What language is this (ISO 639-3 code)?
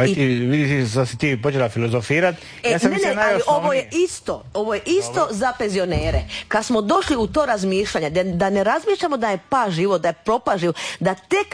hrv